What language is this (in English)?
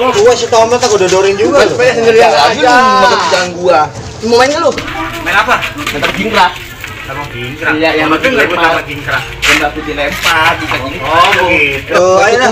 Betawi